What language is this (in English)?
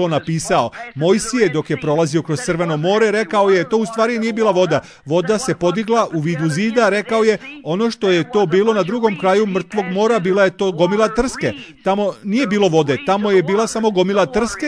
Serbian